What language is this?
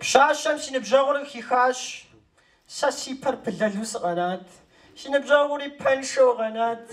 Kabardian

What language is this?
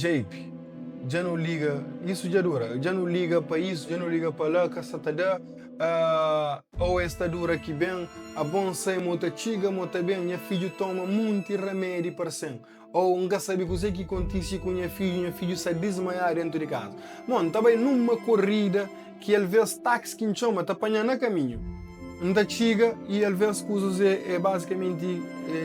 Kabuverdianu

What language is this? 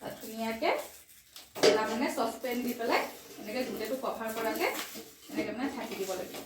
Assamese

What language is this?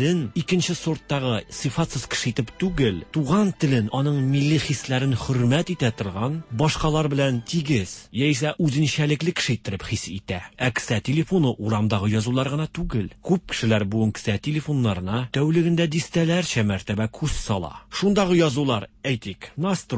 Tatar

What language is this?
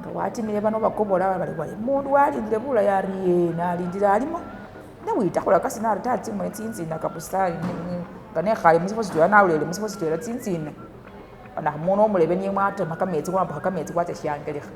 Masaaba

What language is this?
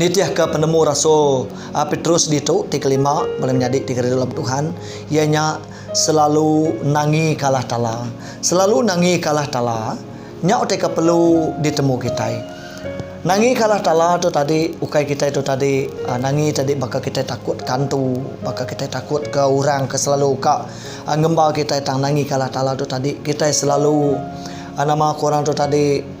Iban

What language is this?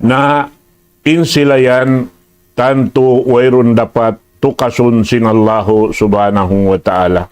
Tausug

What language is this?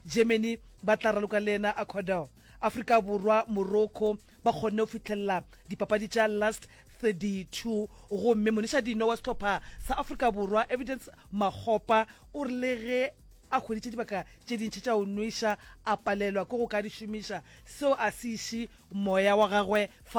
Northern Sotho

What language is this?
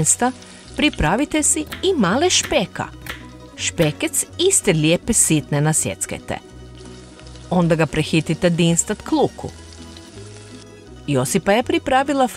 Croatian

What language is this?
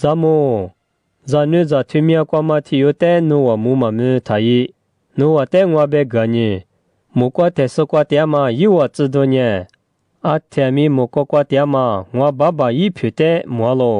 Lisu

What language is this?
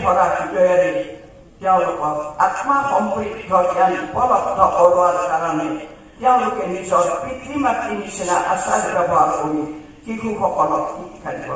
Assamese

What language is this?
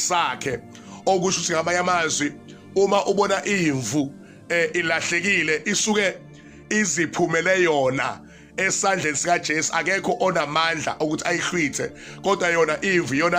Zulu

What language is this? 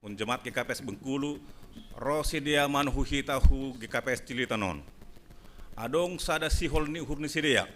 Batak Simalungun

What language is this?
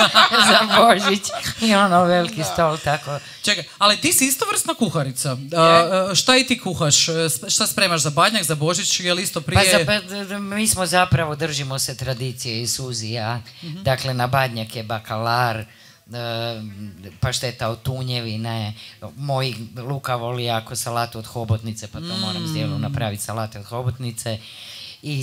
Croatian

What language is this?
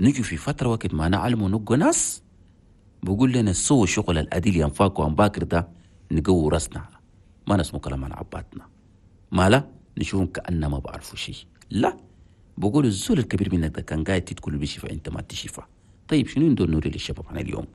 Chadian Arabic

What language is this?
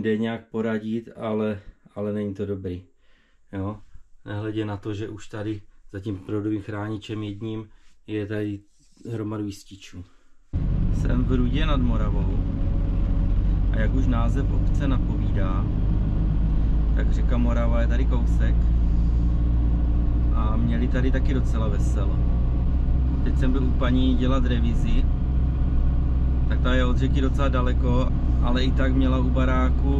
Czech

